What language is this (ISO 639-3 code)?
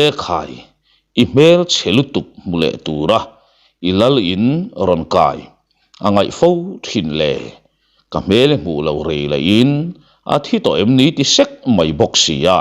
lus